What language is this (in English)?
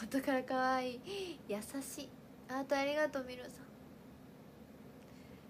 Japanese